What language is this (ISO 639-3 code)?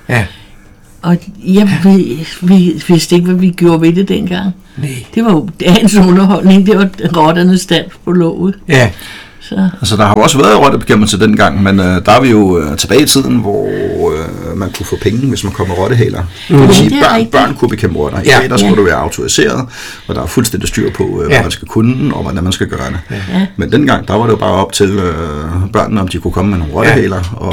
dan